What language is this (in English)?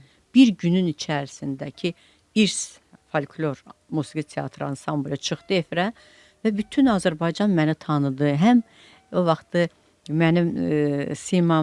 Azerbaijani